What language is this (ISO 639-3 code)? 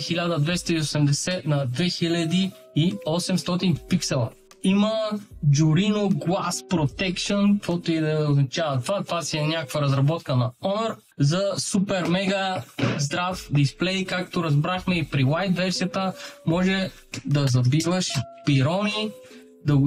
bul